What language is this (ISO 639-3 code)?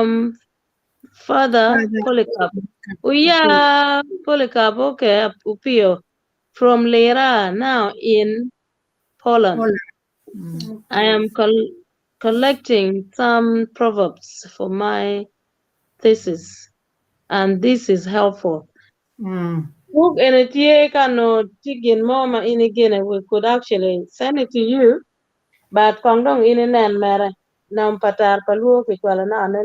ach